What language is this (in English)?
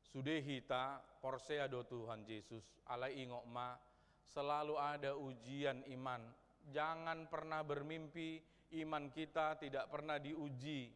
Batak Toba